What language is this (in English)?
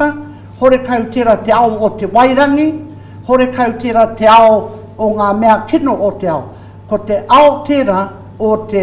Māori